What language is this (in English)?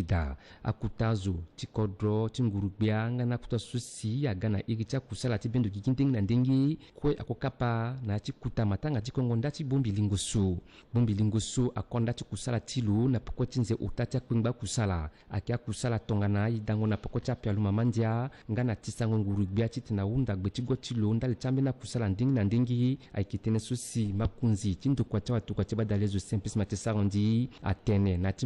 Sango